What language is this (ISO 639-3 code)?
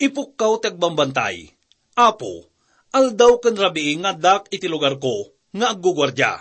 ilo